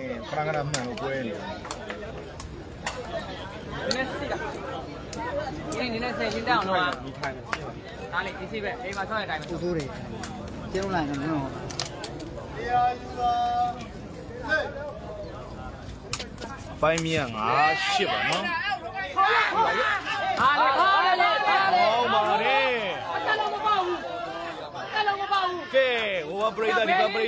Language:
Burmese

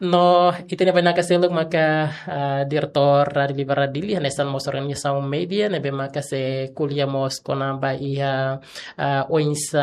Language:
Tetum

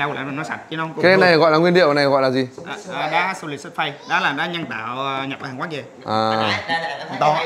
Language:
Vietnamese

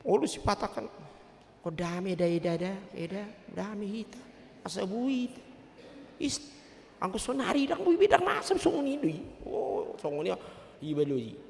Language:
Batak Toba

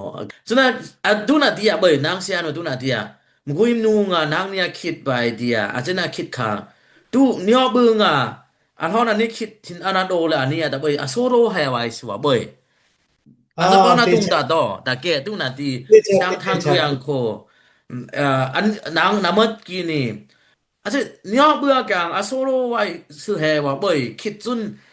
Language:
Dimasa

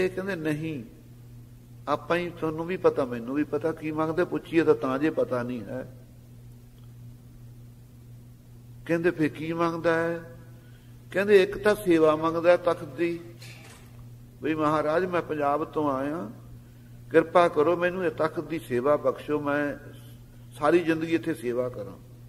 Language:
Punjabi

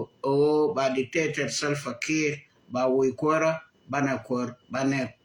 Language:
Nuer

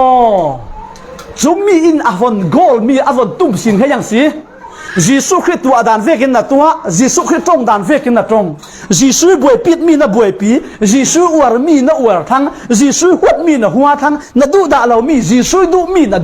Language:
Falam Chin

